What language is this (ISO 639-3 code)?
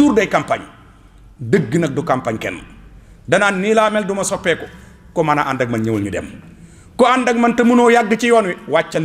wol